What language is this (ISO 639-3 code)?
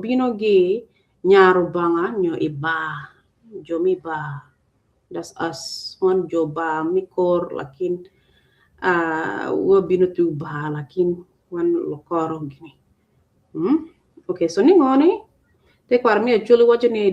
ach